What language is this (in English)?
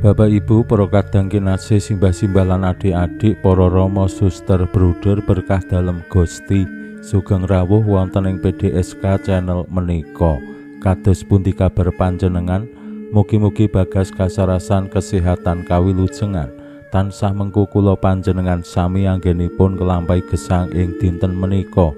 Javanese